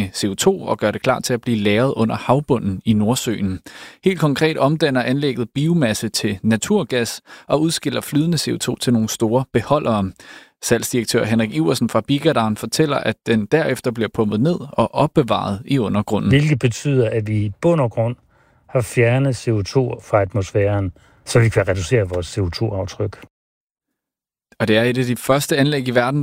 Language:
Danish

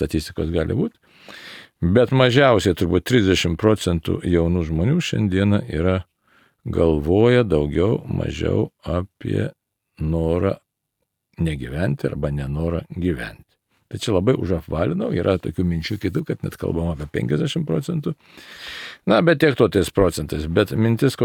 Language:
Lithuanian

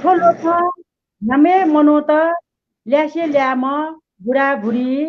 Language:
Newari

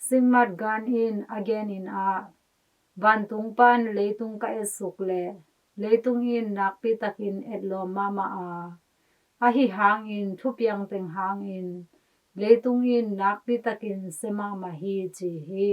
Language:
Tedim Chin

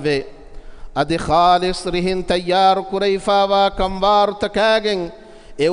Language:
Divehi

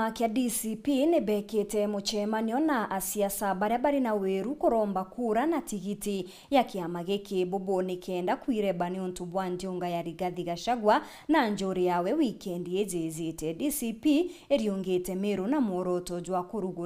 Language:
Meru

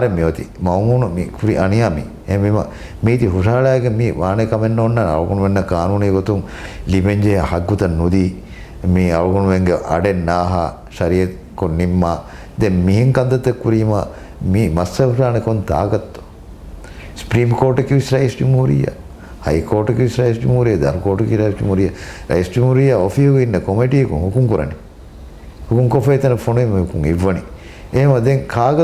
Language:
Divehi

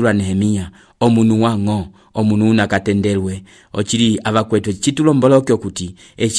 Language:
Umbundu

